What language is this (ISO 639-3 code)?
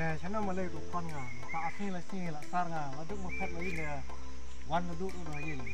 kha